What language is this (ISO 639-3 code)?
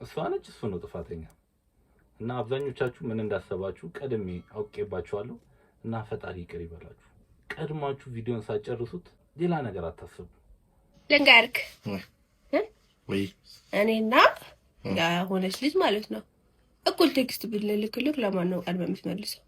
amh